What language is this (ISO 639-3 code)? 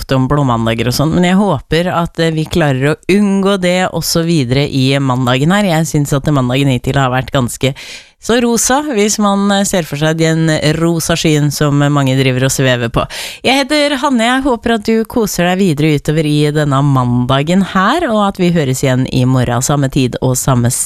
nor